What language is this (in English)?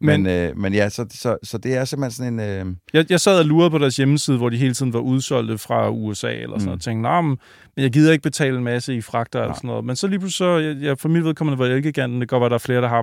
Danish